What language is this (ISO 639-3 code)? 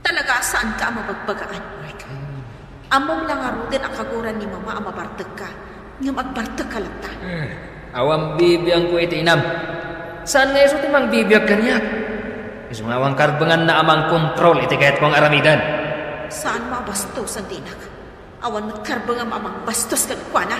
ilo